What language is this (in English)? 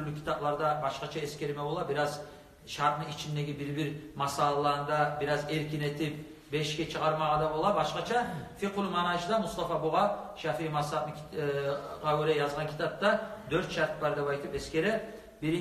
Kumyk